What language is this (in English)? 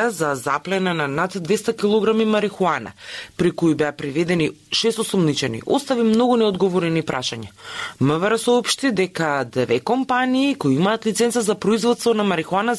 Macedonian